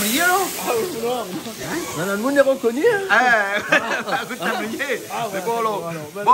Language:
Réunion Creole French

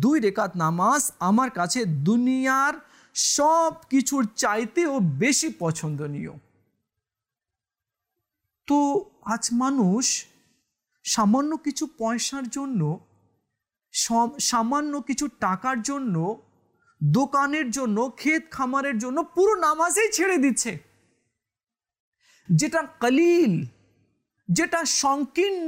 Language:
Bangla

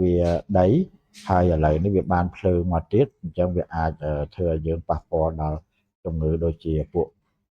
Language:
Khmer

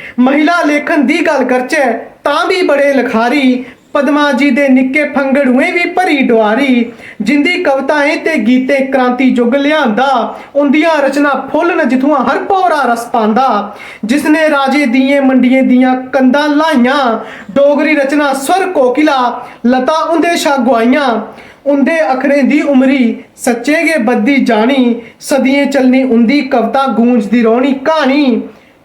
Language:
Dogri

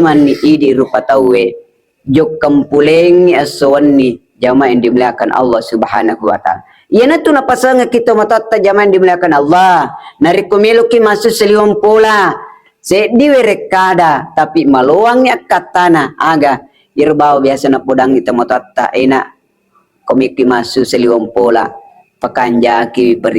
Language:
Buginese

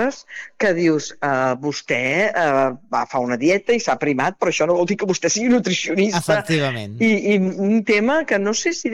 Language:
Catalan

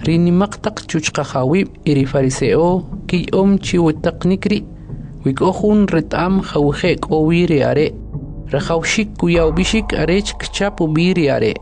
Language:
Kʼicheʼ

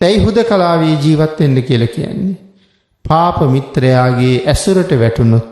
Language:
Sinhala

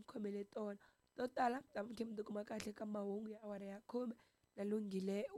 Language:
Tsonga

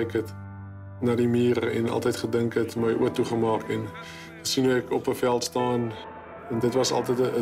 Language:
Afrikaans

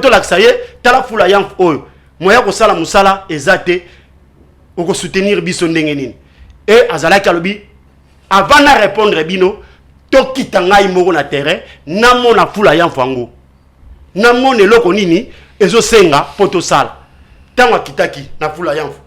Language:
Lingala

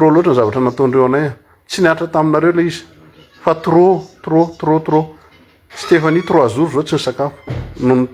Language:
Malagasy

